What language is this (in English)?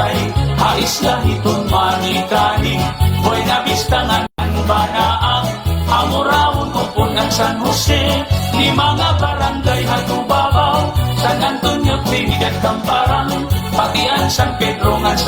Waray